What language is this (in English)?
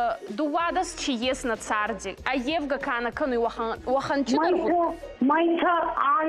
Ossetic